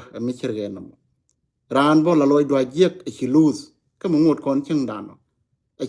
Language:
Nuer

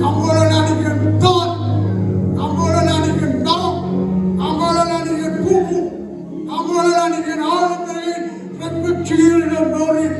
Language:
Marshallese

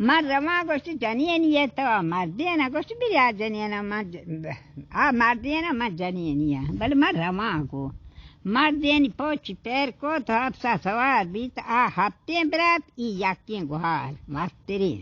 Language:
Baluchi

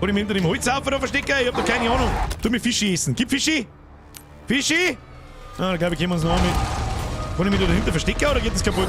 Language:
Bavarian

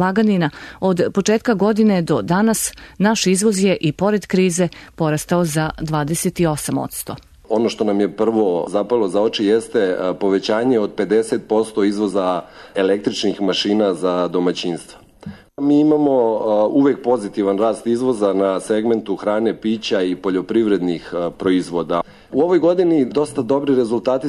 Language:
Serbian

